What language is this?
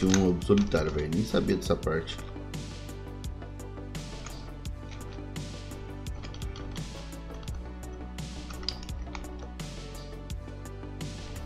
Portuguese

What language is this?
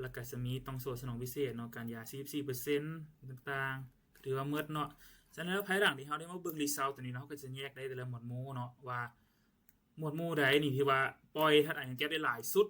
Lao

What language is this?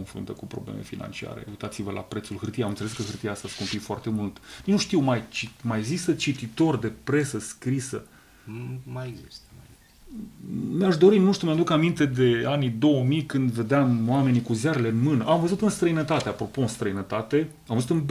Romanian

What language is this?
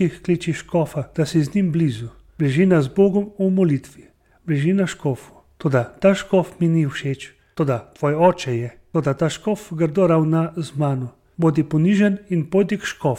Slovenian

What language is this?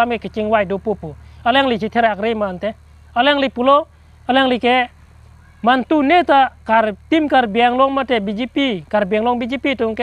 Karbi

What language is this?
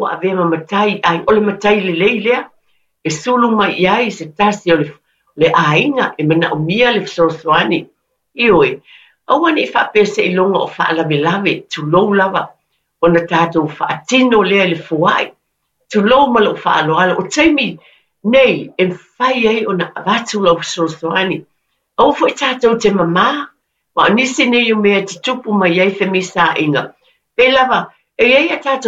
Samoan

